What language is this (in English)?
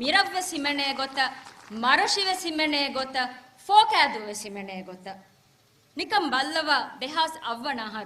Divehi